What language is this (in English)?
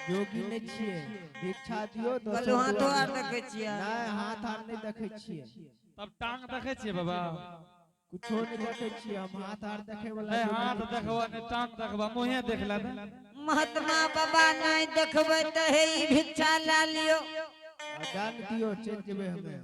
Angika